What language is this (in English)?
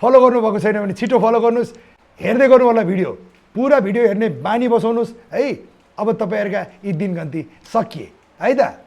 Nepali